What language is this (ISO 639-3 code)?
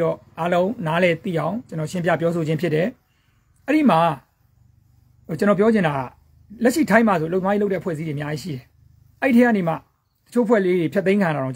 mya